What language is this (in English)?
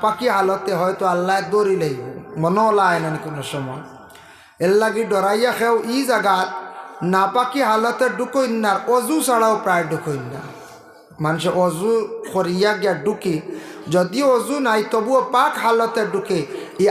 Sylheti